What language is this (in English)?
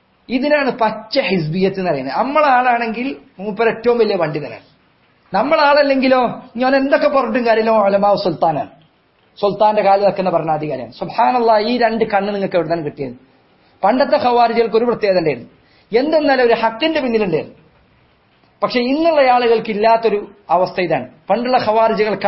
Malayalam